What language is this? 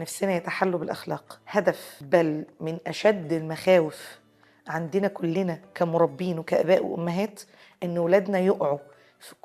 Egyptian Arabic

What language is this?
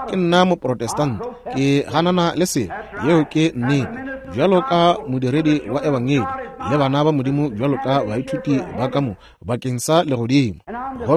Northern Sotho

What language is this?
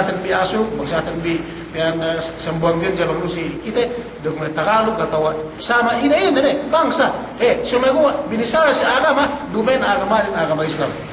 Yakan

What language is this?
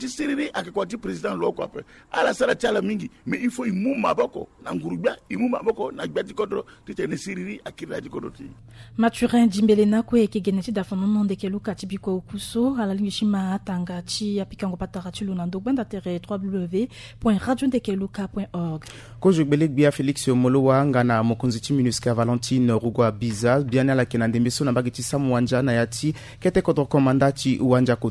Sango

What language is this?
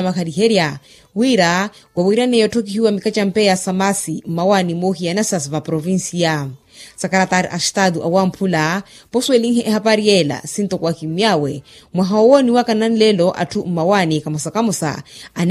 Makhuwa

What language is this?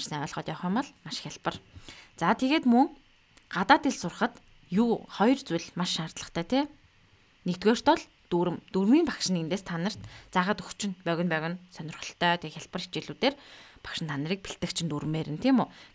Mongolian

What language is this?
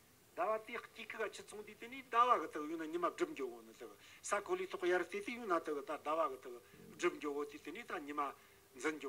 Tibetan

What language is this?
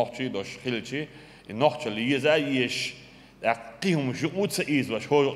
Chechen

